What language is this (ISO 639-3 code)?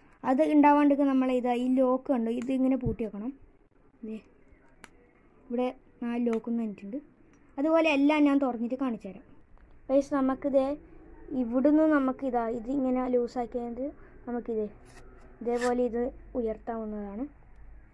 mal